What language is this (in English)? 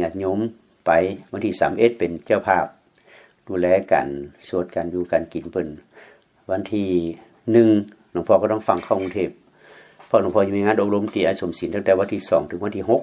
Lao